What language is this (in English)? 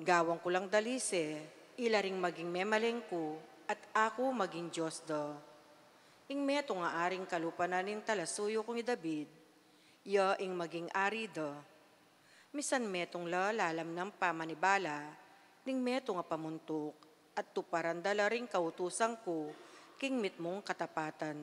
Pampanga